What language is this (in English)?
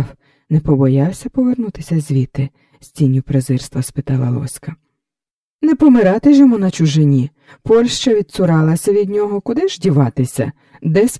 Ukrainian